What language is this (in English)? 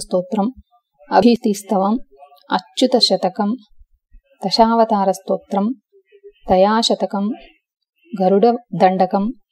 Sanskrit